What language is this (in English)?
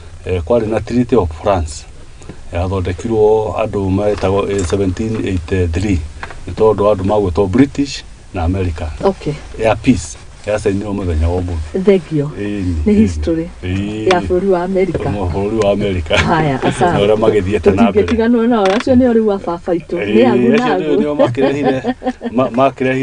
Kikuyu